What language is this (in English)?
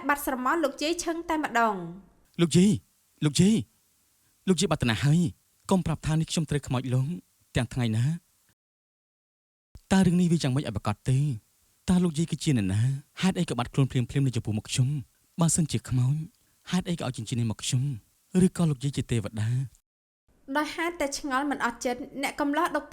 Khmer